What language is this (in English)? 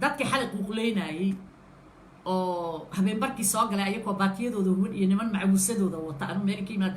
Somali